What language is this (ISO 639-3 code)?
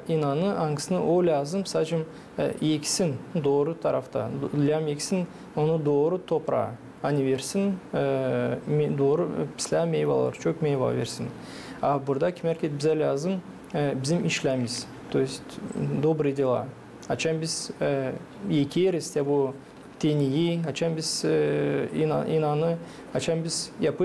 gag